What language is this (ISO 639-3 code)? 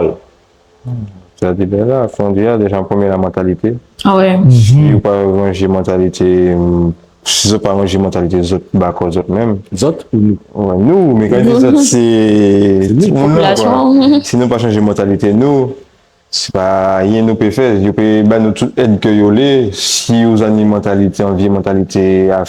gcf